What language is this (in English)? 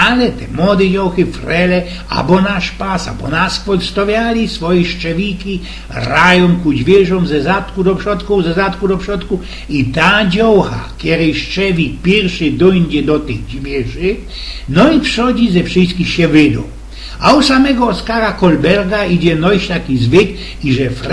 Silesian